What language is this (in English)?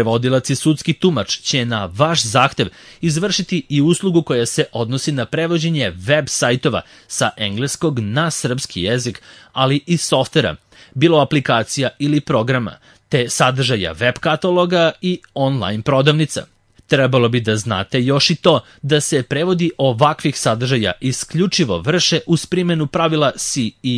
Serbian